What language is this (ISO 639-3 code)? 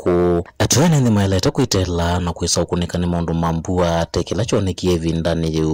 kam